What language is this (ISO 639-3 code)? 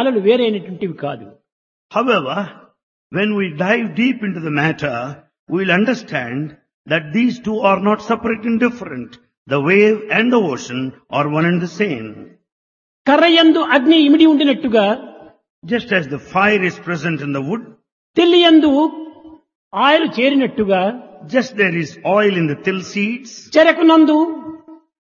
tel